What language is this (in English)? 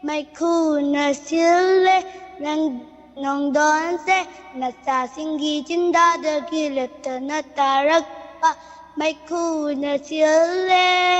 Manipuri